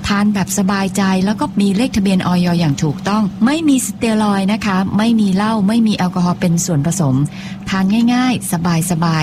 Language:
Thai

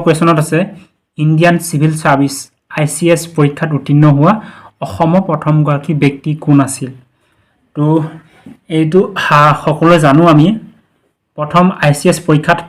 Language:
Assamese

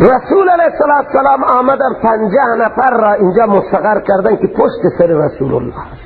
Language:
Persian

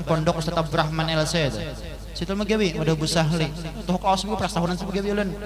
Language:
Banjar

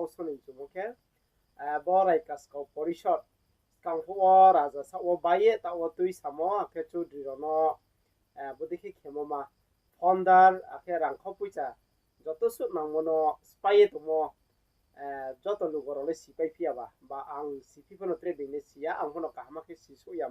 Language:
Riang (India)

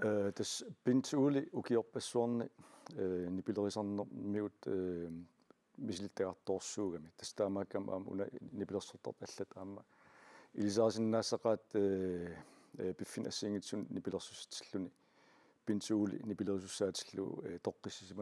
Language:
Kalaallisut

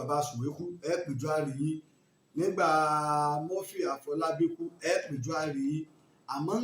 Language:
Yoruba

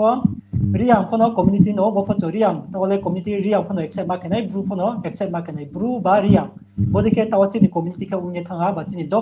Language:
Riang (India)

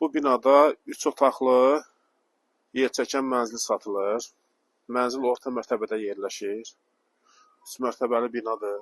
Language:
Azerbaijani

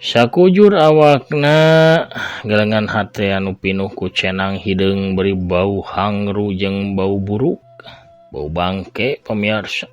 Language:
Sundanese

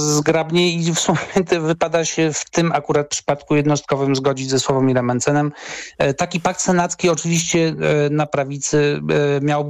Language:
Polish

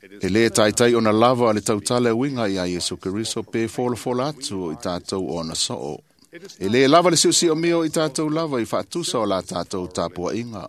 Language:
Samoan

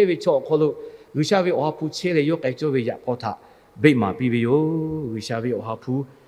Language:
Lahu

